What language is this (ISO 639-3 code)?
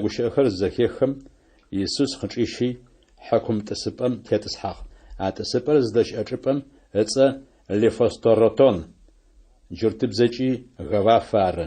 ady